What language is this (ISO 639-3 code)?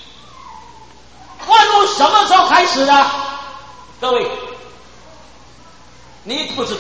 zho